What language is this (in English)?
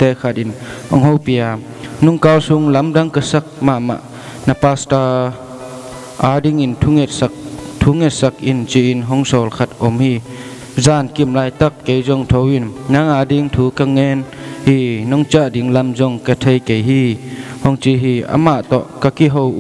Tedim Chin